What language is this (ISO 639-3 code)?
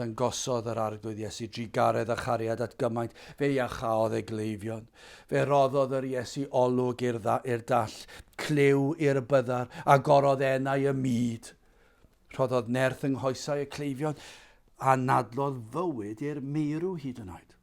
cym